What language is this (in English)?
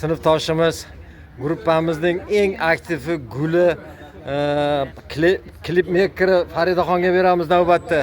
Uzbek